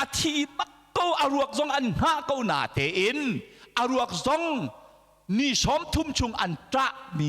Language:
Hakha Chin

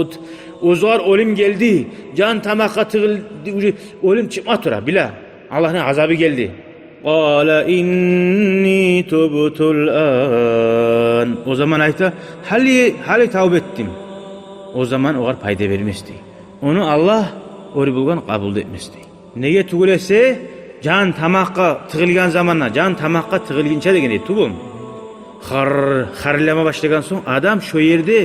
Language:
Kumyk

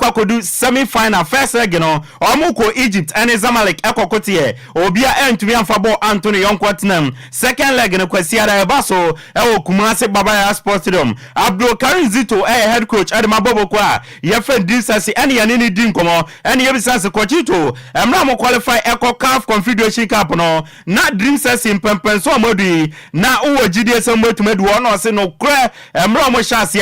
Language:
Akan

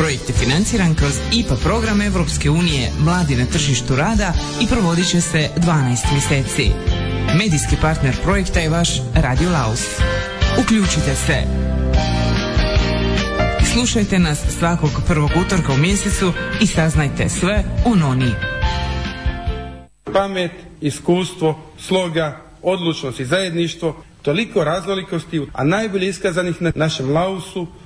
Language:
Croatian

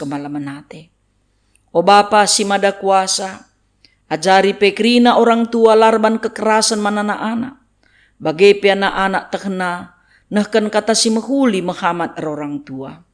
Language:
Batak Karo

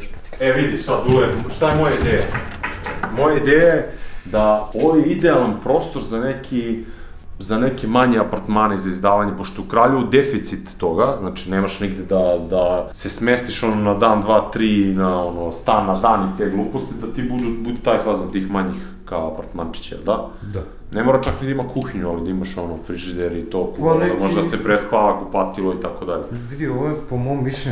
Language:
Serbian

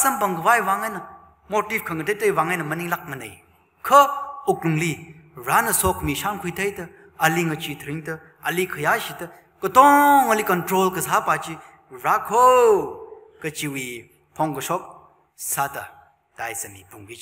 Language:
Tangkhul Naga (India)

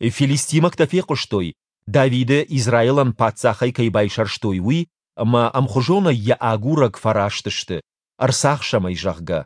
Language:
Ossetic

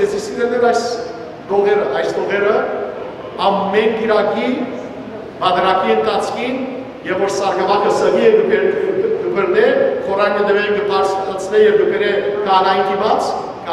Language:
Western Armenian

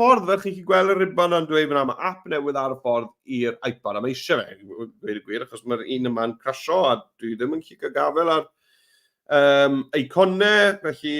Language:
Welsh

